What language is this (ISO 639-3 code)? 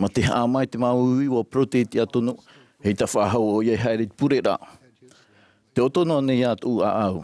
tah